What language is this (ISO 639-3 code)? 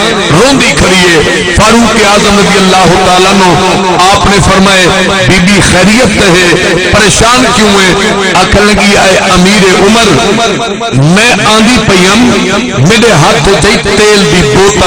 skr